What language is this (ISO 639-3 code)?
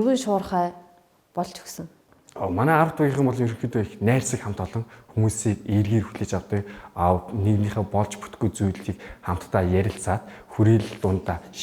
mon